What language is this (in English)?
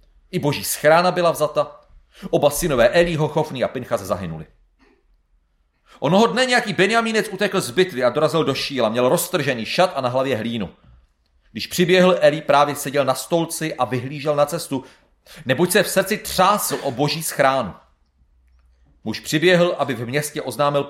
Czech